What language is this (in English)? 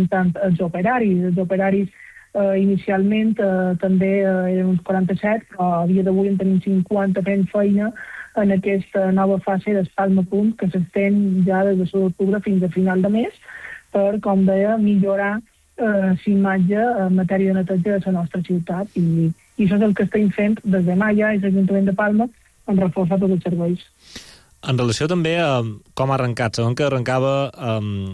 Catalan